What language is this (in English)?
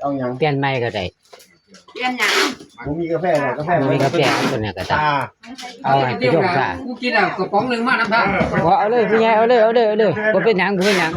Northeastern Thai